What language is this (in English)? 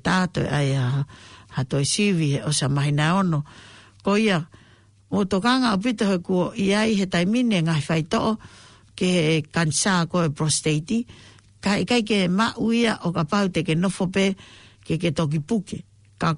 Tongan